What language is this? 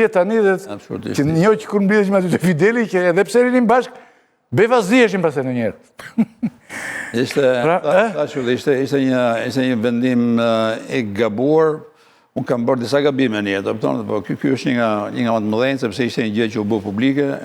Albanian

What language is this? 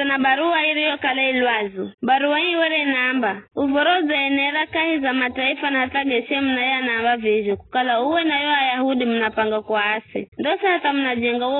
Giryama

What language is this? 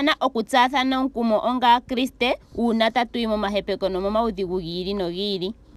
Ndonga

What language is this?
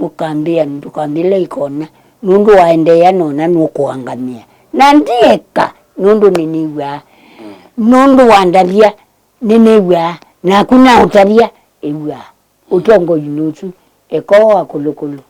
Kamba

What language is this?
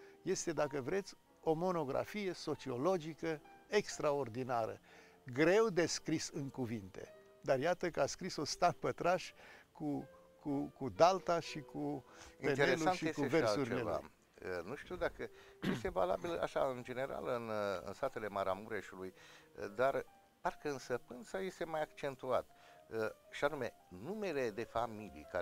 Romanian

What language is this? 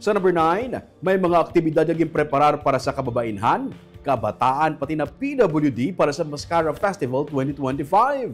Hiligaynon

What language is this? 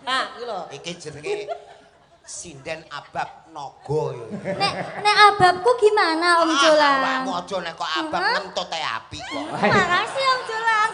Javanese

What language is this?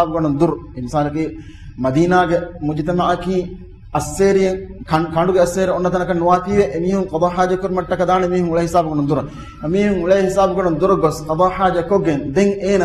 Divehi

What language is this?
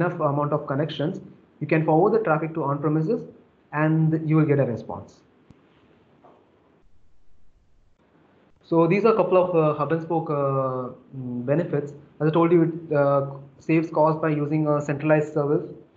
English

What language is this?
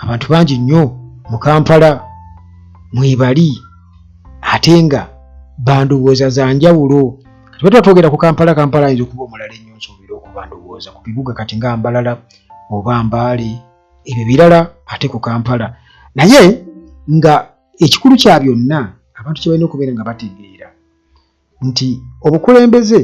Ganda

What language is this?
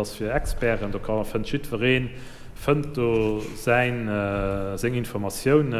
Luxembourgish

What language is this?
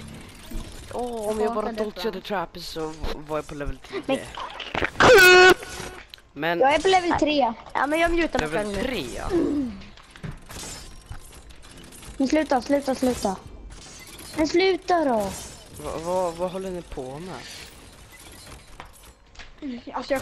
Swedish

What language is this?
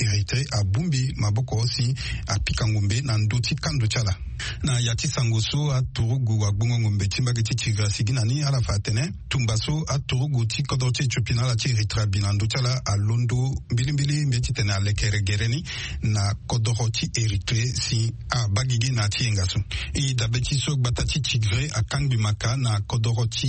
Sango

